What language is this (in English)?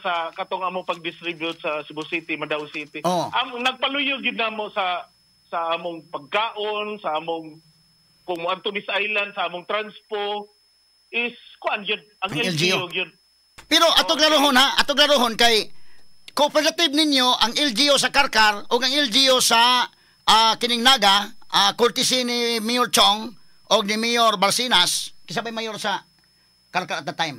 Cebuano